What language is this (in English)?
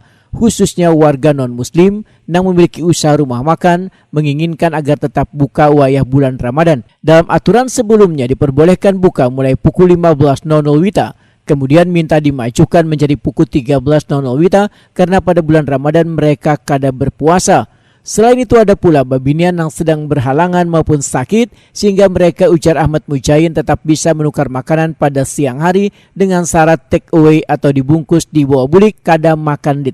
Banjar